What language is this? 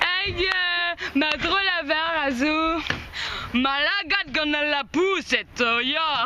Breton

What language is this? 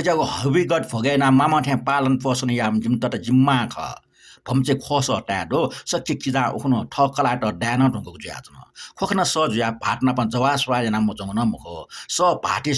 Newari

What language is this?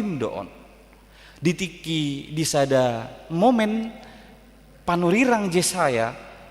Batak Toba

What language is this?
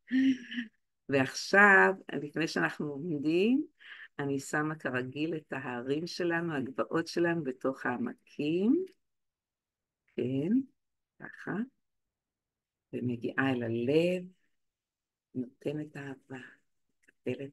Hebrew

